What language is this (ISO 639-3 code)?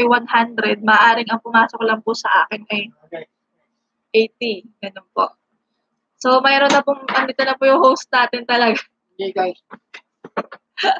fil